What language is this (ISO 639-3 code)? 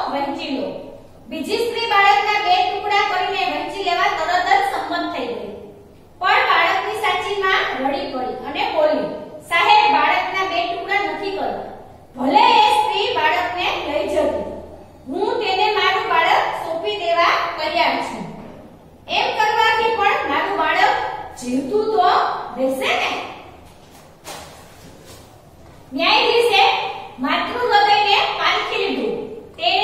guj